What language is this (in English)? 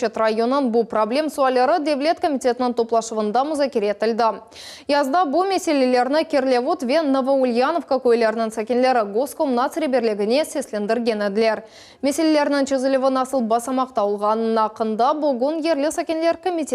Crimean Tatar